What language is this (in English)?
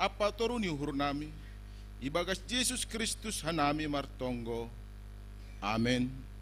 Batak Simalungun